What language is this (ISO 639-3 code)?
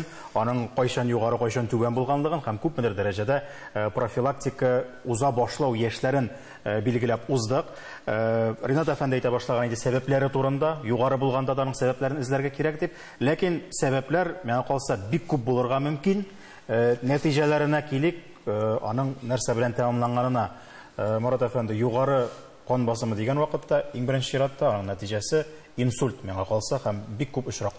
tat